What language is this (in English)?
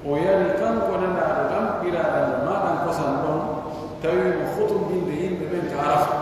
Pular